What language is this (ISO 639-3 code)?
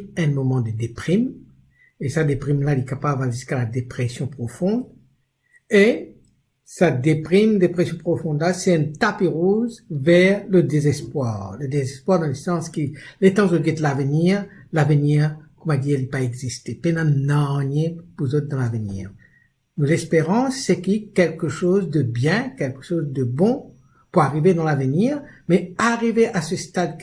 mfe